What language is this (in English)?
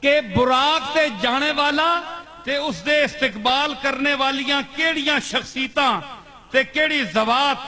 Saraiki